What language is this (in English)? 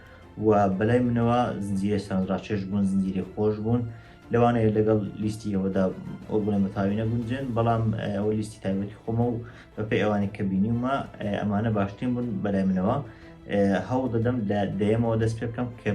Central Kurdish